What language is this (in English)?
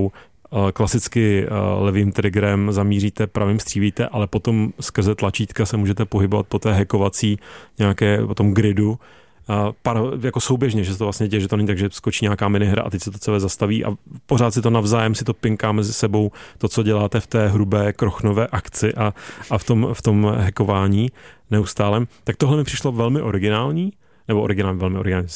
Czech